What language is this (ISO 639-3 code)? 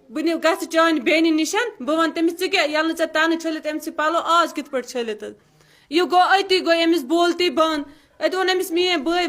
kas